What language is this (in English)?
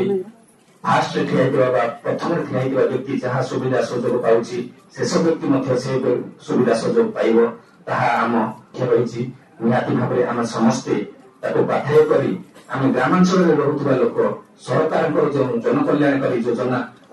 Odia